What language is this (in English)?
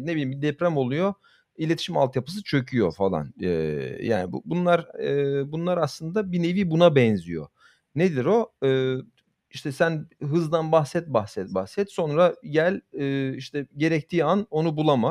Turkish